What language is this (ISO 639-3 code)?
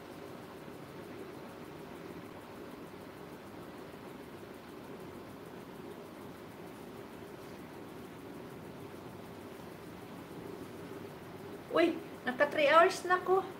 fil